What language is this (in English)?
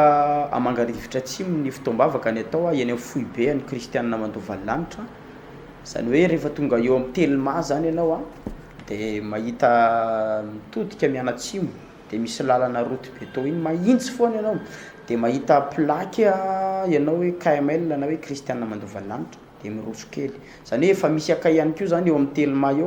Malagasy